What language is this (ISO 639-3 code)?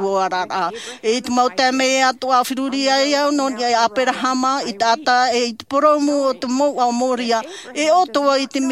tah